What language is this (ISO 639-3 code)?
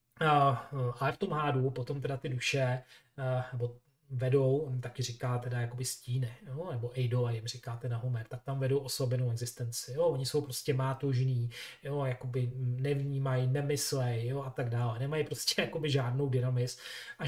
ces